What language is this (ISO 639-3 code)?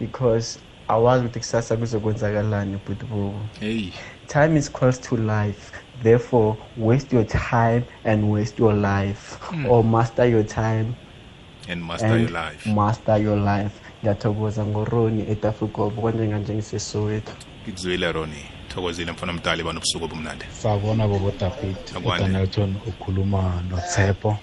nbl